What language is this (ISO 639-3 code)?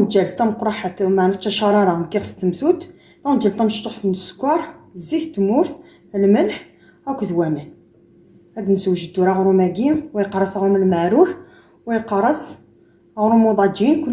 kab